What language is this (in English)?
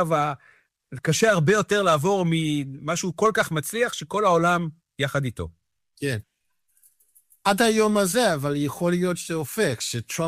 Hebrew